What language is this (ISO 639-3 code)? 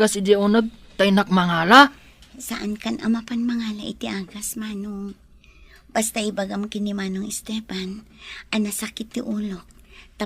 ilo